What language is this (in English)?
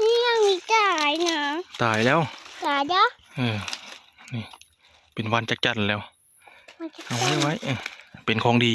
Northeastern Thai